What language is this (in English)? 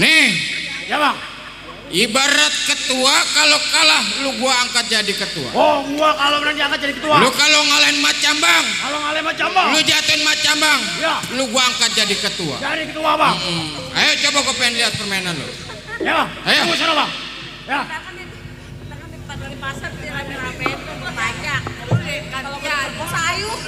Betawi